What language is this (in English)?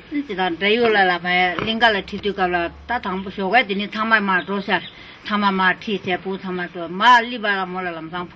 Tibetan